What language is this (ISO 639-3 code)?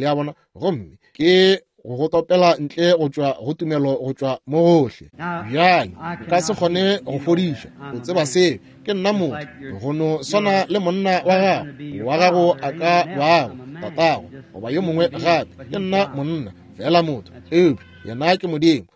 nso